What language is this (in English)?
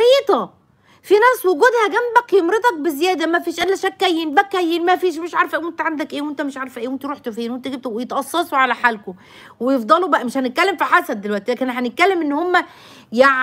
Egyptian Arabic